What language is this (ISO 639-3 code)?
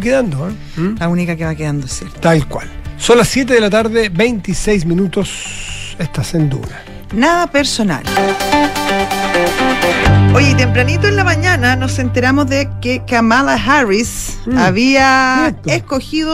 spa